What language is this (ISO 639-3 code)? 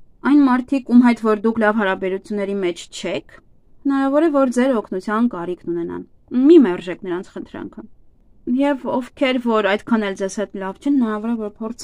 hye